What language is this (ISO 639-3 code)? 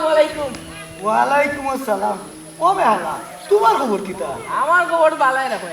syl